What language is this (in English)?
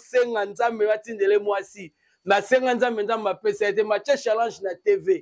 Lingala